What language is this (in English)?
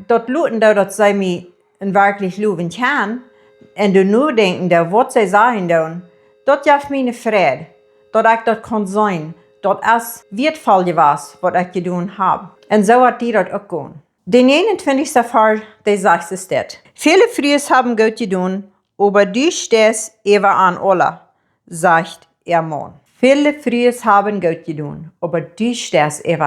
Plautdietsch